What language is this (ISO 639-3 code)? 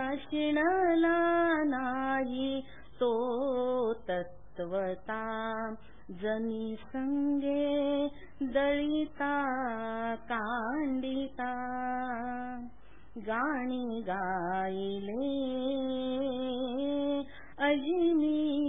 mar